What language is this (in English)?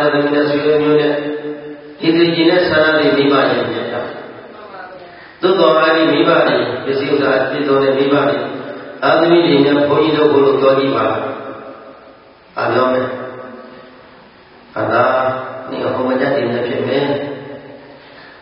Burmese